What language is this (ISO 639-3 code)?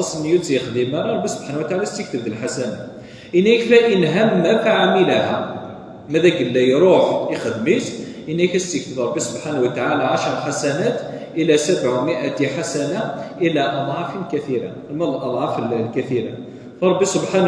kab